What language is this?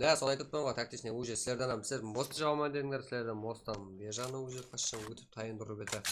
Kara-Kalpak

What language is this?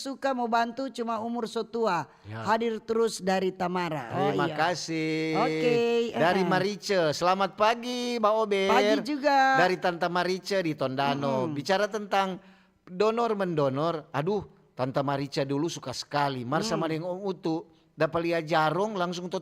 Manado Malay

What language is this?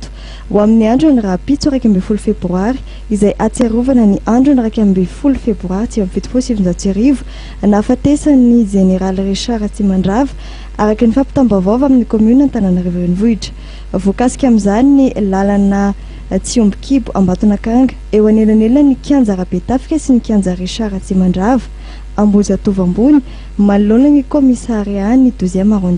Malagasy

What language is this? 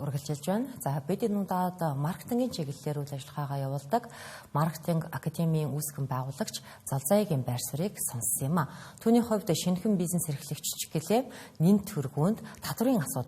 Mongolian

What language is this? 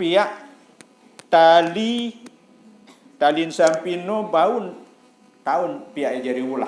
Sasak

